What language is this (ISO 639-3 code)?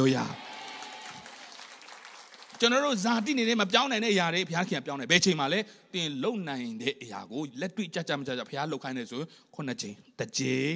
mya